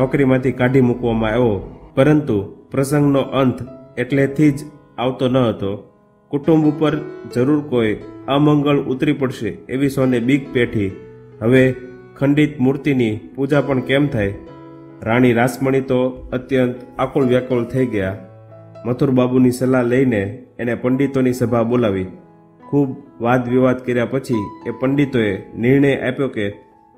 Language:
Gujarati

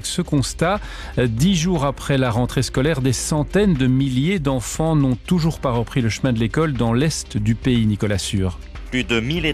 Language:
French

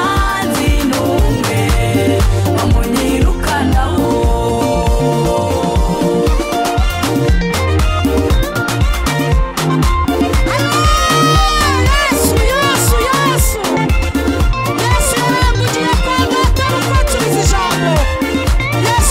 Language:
Kinyarwanda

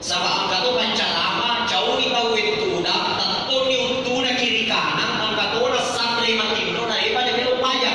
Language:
Buginese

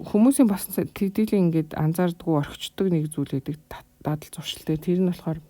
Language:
Mongolian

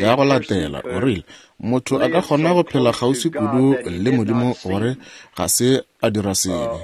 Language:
Northern Sotho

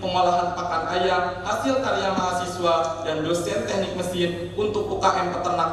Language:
Indonesian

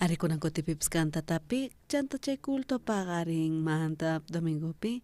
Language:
South Bolivian Quechua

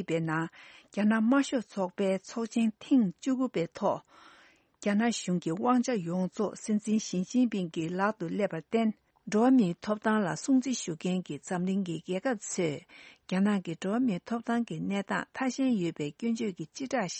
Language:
Tibetan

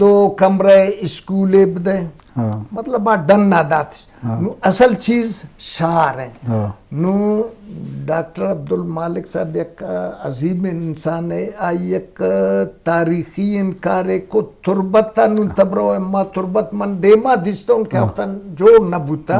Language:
Eastern Balochi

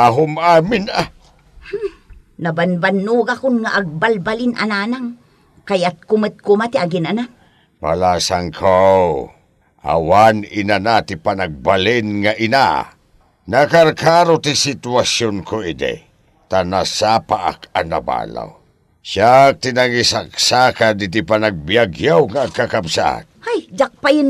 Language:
Iloko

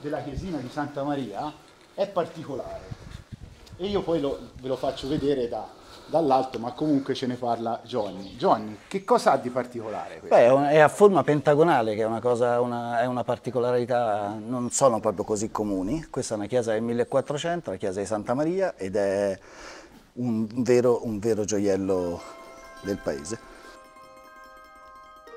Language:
Italian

